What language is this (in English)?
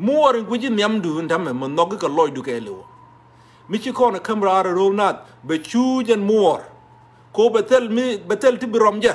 Nuer